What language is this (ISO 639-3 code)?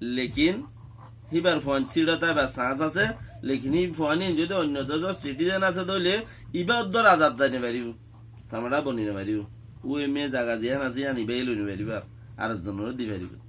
rhg